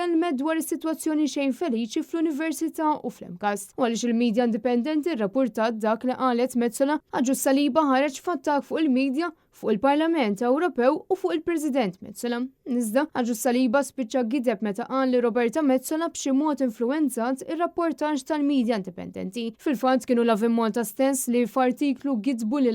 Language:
Maltese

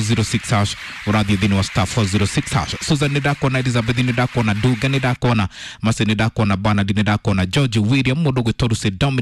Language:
Kikuyu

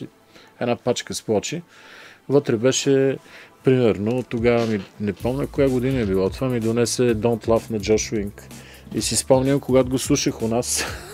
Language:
Bulgarian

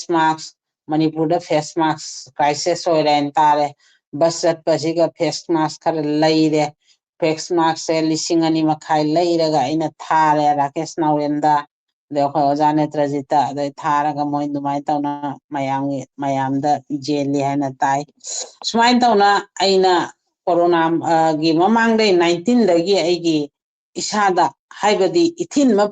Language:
Manipuri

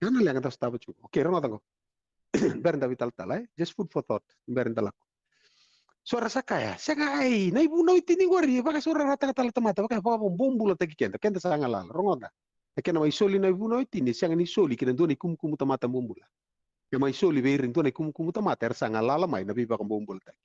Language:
Fijian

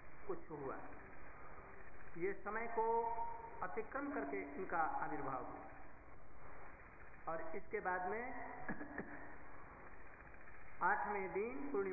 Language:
Hindi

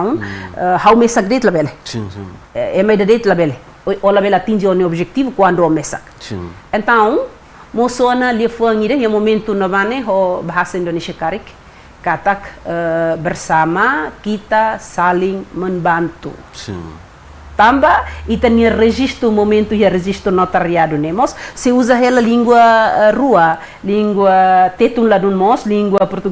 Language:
Tetum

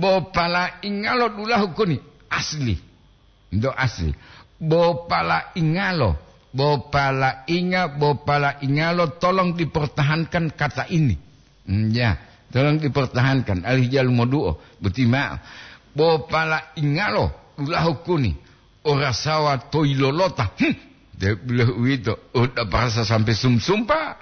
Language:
Gorontalo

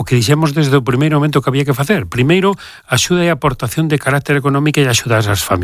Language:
Galician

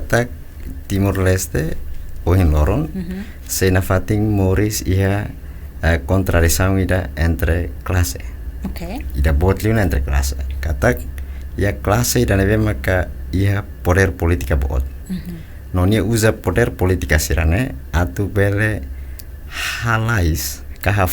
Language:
Tetum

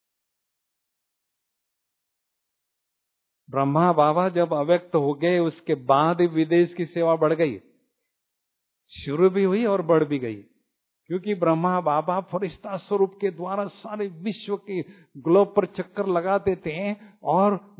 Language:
Hindi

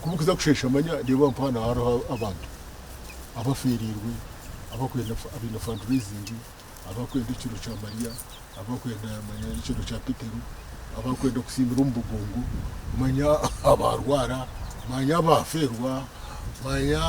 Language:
Nyankole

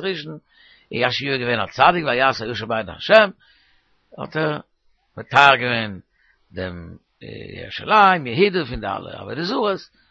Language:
Yiddish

